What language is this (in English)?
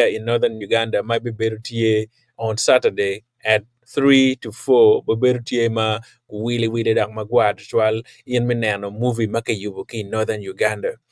Acoli